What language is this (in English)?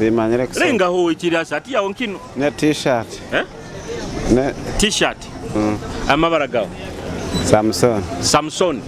Nyoro